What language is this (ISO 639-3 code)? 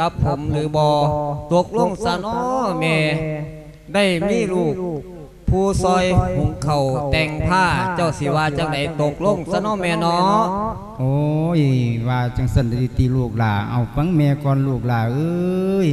lao